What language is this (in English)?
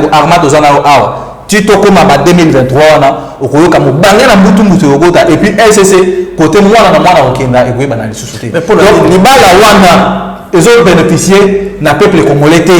Lingala